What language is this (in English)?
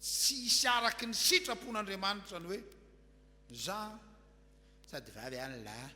Malagasy